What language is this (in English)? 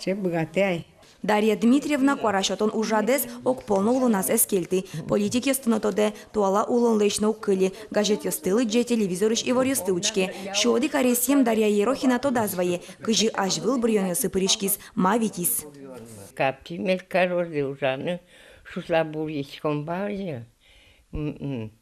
Udmurt